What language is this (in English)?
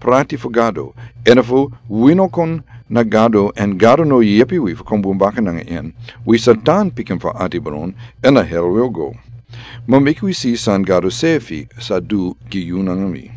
Sranan Tongo